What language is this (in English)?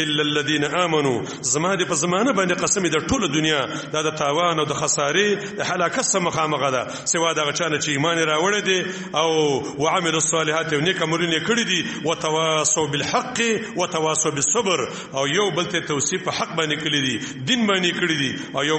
Pashto